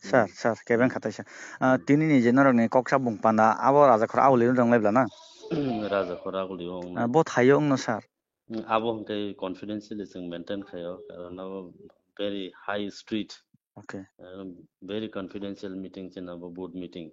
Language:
Kok Borok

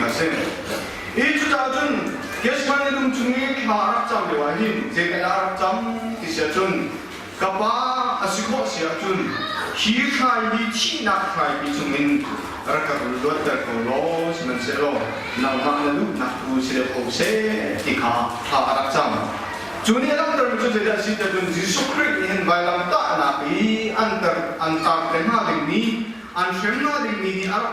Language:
Hakha Chin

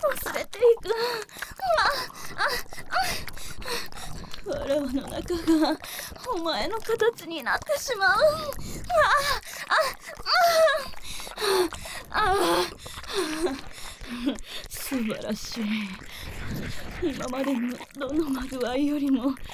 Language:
Japanese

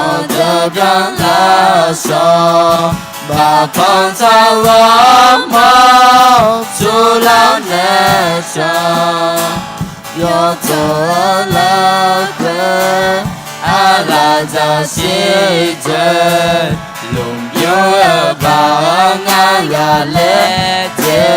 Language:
Akha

